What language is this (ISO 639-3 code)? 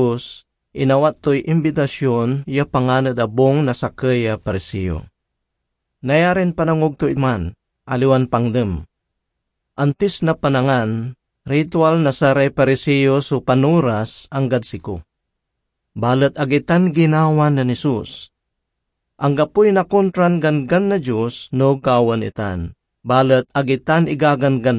pag